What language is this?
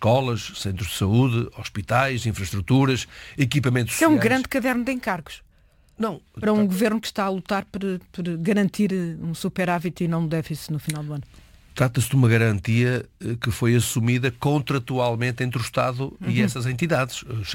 Portuguese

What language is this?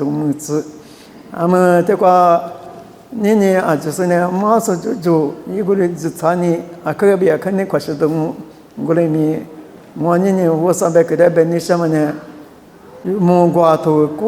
Lisu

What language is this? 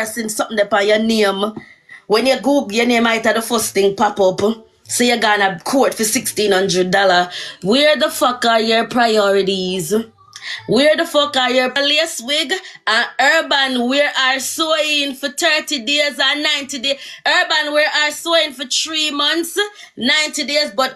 Jamaican Creole English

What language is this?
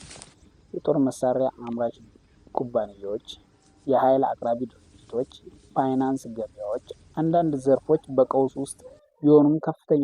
Amharic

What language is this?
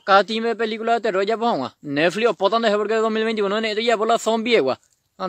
Guarani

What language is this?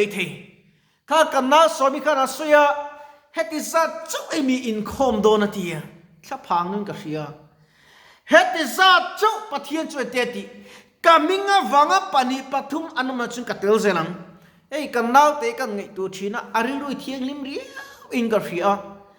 Mizo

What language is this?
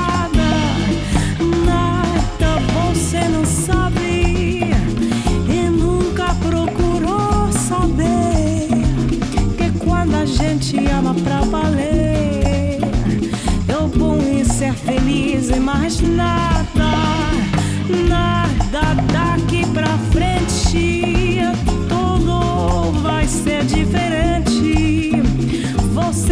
Portuguese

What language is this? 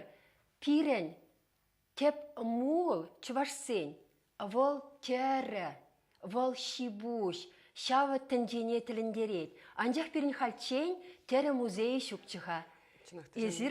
Chuvash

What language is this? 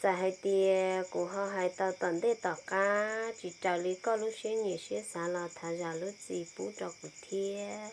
Hmong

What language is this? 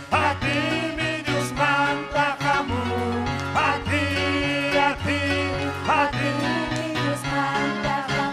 Ayacucho Quechua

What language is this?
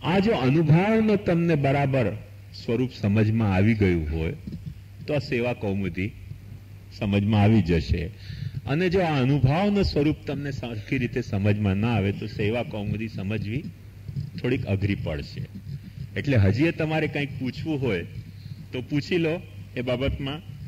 Gujarati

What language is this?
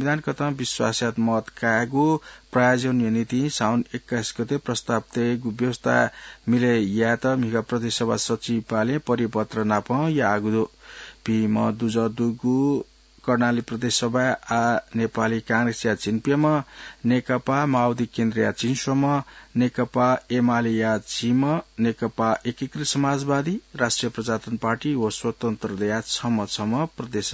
Newari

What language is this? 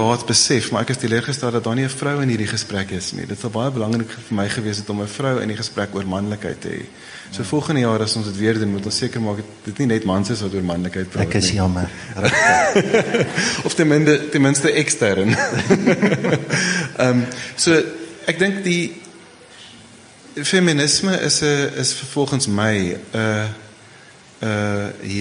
Afrikaans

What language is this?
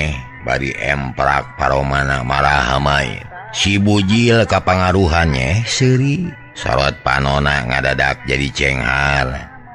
Sundanese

